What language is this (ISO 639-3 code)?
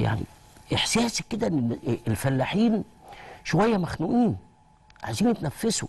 arz